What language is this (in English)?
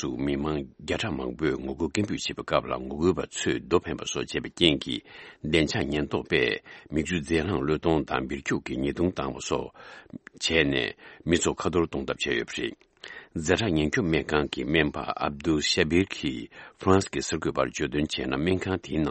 Tibetan